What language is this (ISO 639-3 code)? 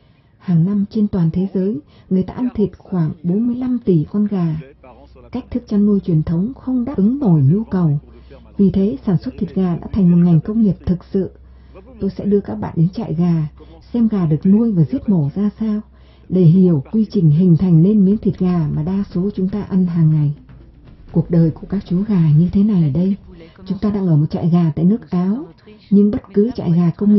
vie